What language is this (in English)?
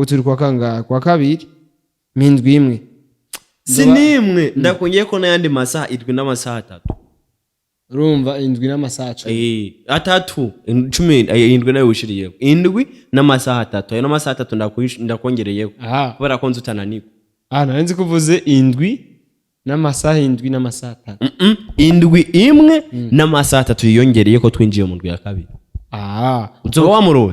Rundi